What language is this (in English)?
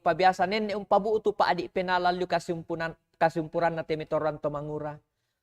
Toraja-Sa'dan